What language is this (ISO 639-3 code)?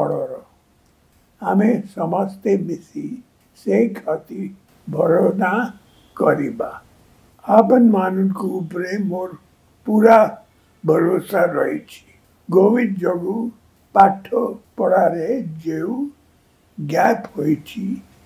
ori